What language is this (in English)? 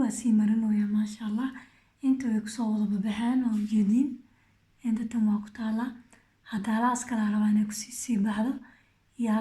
Somali